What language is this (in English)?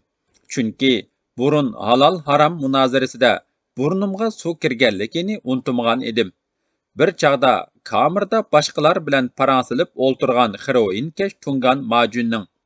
Uyghur